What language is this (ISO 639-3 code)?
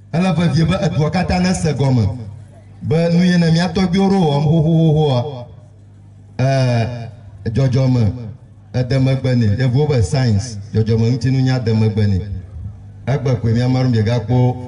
ewe